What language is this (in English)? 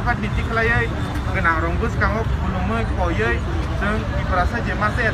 Kok Borok